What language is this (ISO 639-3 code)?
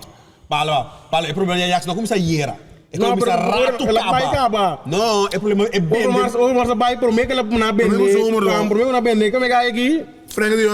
pap